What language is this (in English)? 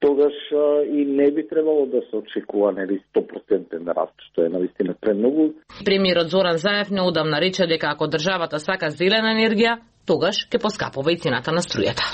Macedonian